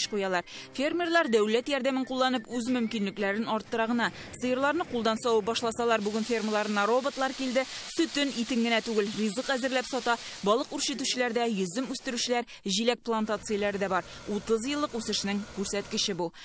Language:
Tatar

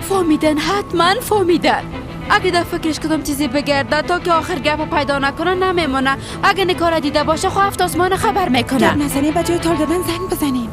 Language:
Persian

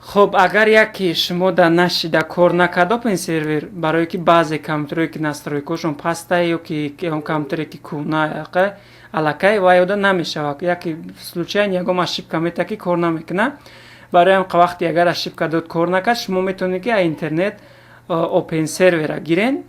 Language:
Tajik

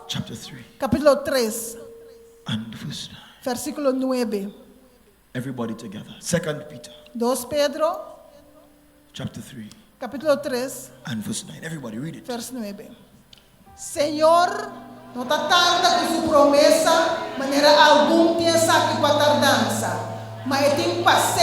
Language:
Papiamento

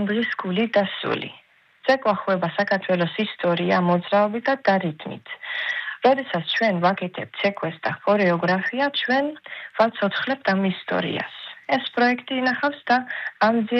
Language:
Georgian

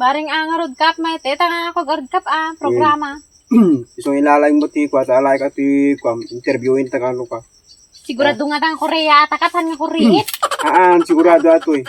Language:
Iloko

